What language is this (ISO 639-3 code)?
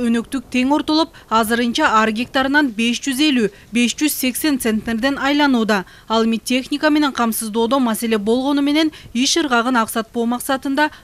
kir